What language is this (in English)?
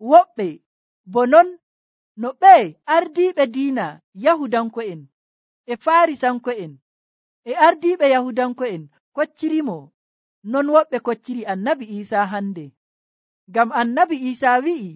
Nigerian Fulfulde